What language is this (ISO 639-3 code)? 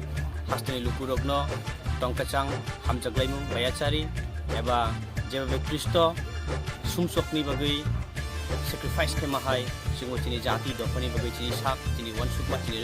trp